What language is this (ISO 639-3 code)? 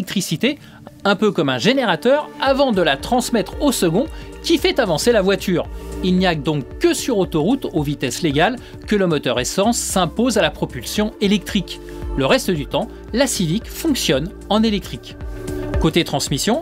fra